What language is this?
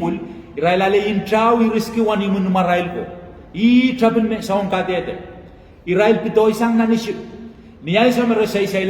Pohnpeian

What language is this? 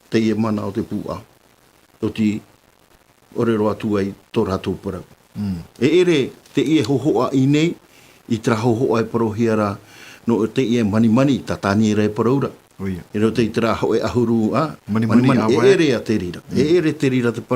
Tahitian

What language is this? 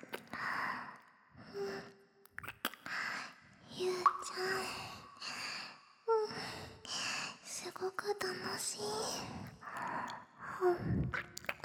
Japanese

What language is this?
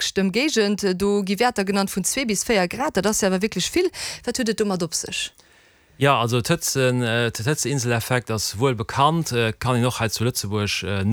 Luxembourgish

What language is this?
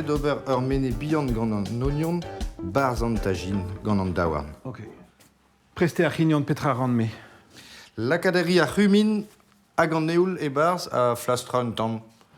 Breton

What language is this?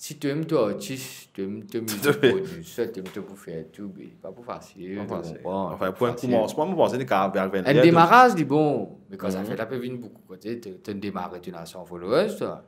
Morisyen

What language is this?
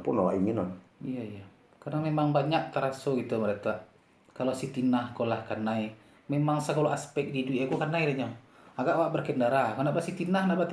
Minangkabau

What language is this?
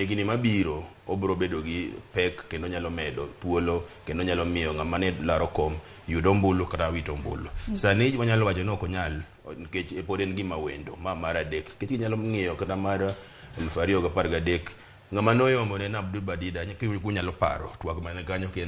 Luo (Kenya and Tanzania)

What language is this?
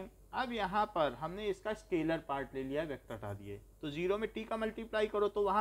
Hindi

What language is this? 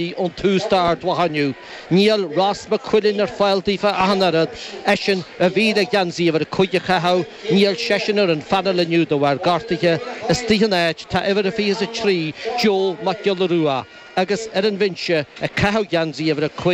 Irish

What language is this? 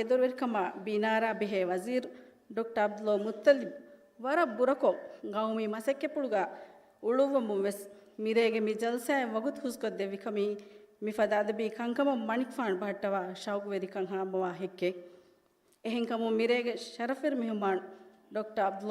Divehi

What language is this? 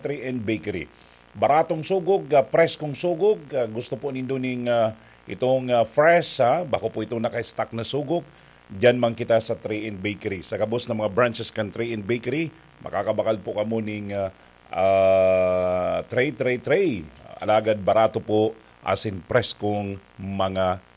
Bikol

